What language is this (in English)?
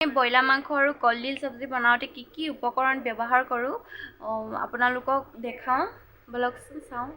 Assamese